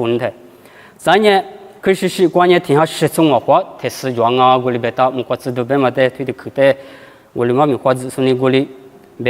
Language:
Lisu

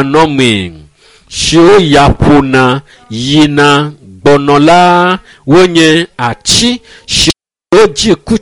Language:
Ewe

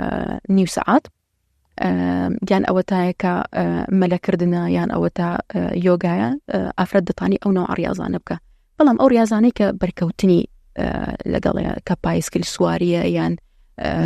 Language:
Central Kurdish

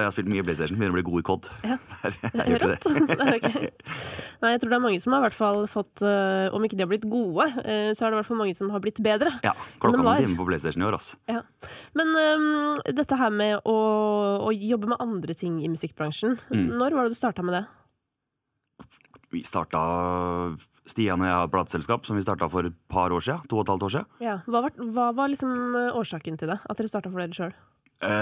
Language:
Norwegian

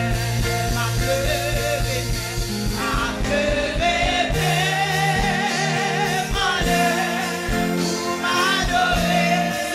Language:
French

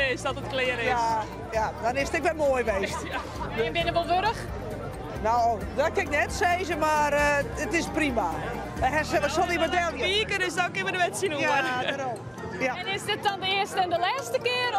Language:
Western Frisian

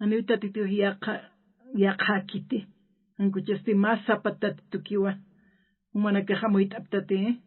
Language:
Aymara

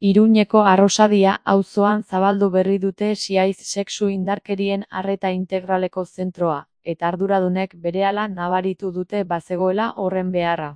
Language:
Basque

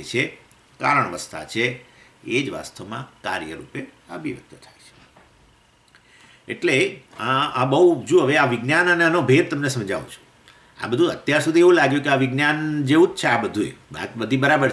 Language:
Gujarati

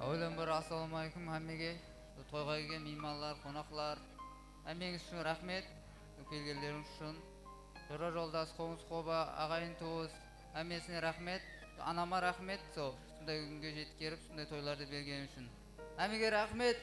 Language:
Kara-Kalpak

